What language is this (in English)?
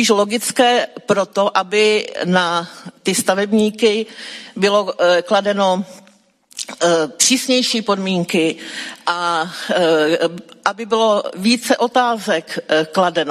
Czech